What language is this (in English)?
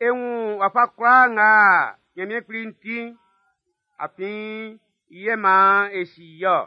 Baoulé